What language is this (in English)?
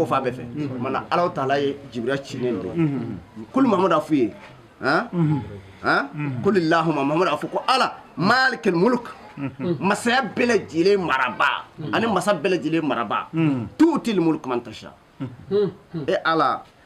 Bambara